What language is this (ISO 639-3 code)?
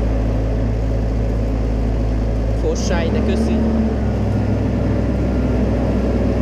hun